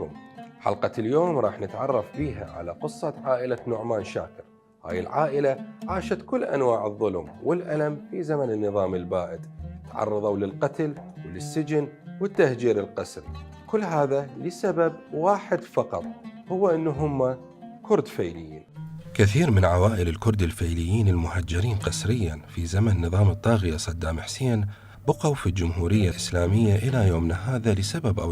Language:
Mesopotamian Arabic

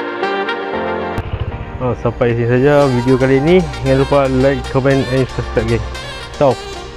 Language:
Malay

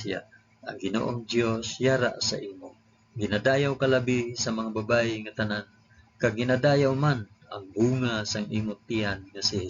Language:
Hiligaynon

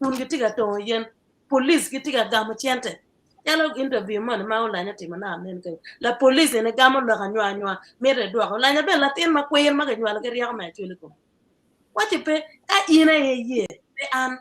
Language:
Acoli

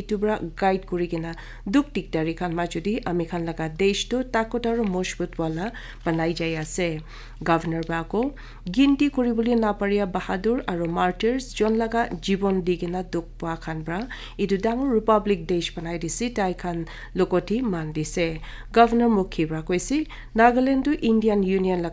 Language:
Naga Pidgin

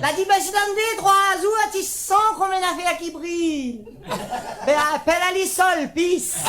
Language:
Réunion Creole French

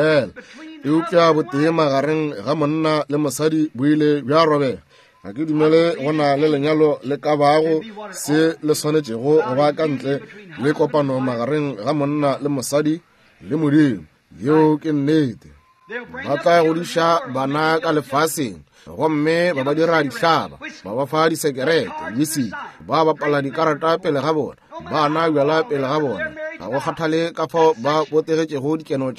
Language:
Northern Sotho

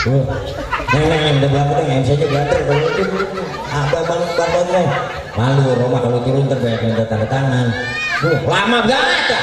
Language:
Betawi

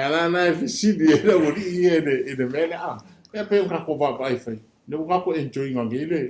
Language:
Samoan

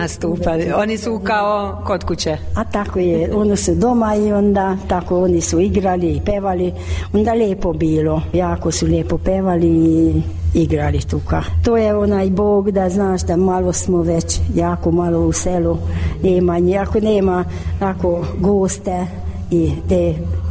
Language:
Croatian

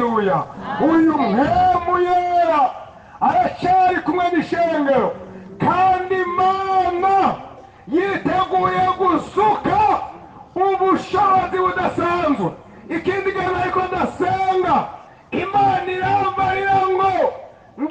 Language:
Rundi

